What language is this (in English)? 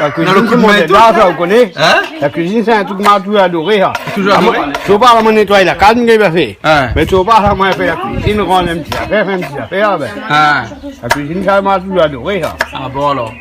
Réunion Creole French